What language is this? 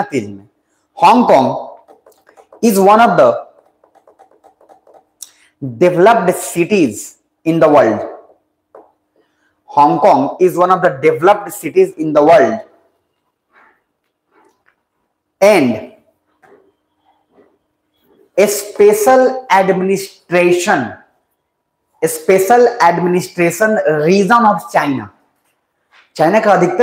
Hindi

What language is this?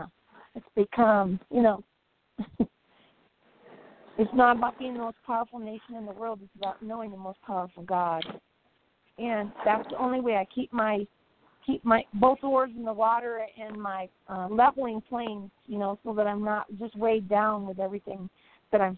English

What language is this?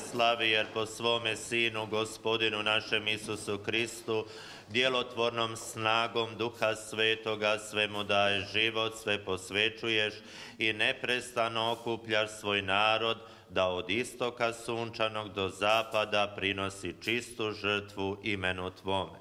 Croatian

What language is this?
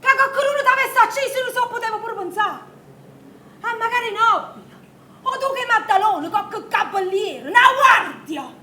Neapolitan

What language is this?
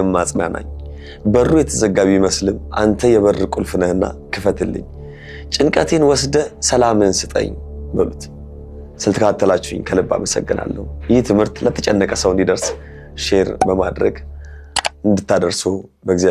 Amharic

